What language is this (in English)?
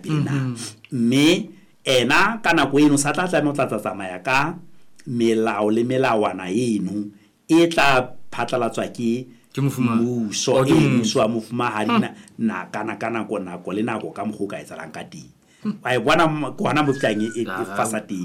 Southern Sotho